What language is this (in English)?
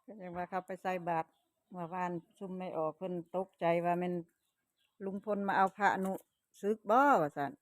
Northeastern Thai